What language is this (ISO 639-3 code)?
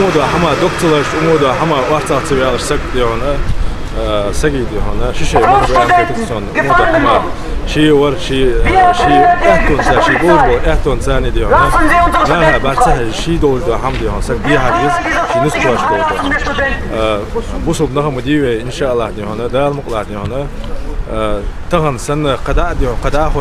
inh